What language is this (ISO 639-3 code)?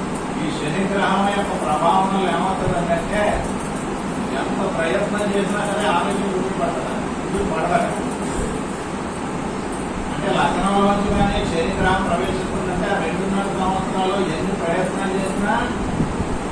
tel